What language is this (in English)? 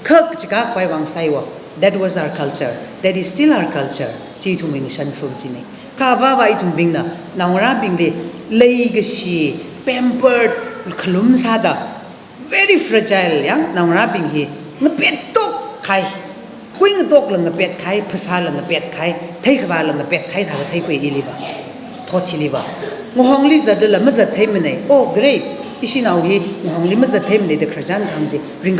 Tangkhul Naga (India)